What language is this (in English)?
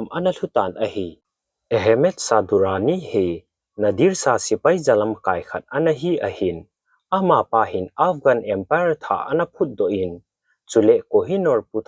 Thado Chin